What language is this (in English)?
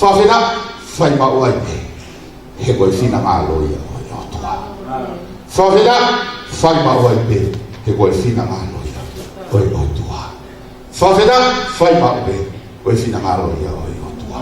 Tongan